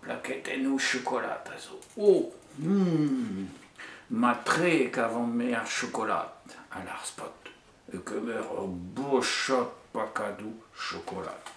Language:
Breton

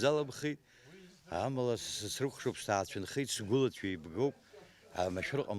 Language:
Abkhazian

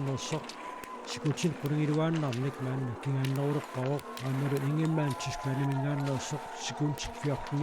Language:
Kalaallisut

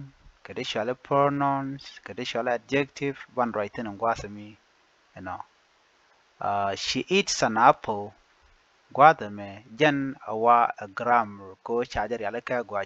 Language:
Nuer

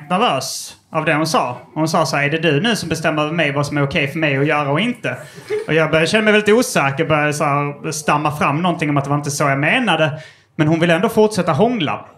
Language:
Swedish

